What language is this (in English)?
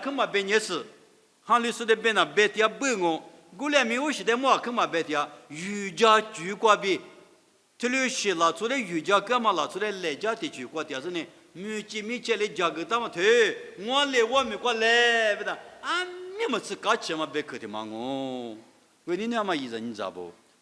Lisu